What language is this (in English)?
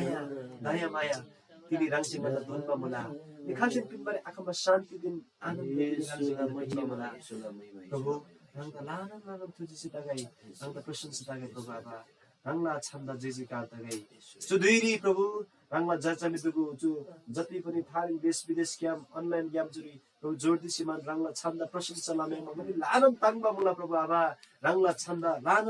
Eastern Tamang